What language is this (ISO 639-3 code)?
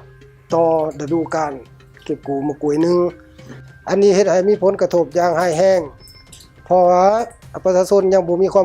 lao